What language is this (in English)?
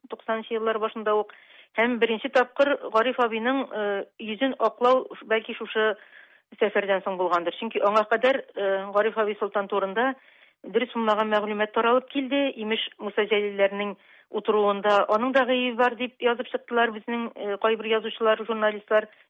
Tatar